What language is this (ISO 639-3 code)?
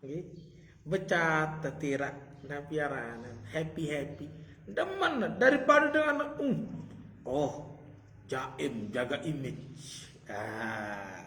sas